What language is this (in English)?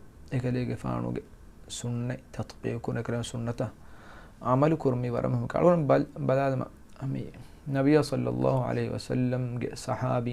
Divehi